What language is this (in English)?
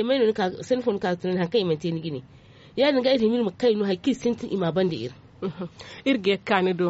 Zarma